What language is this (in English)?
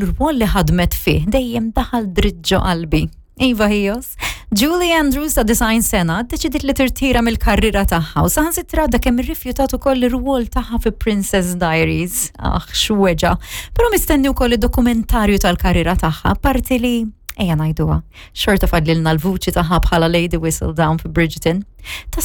Maltese